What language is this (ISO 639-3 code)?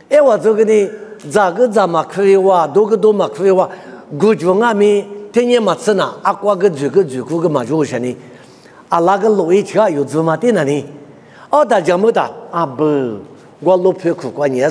lis